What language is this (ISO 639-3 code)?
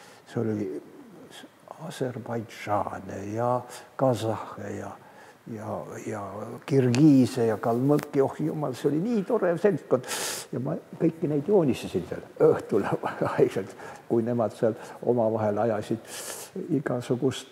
est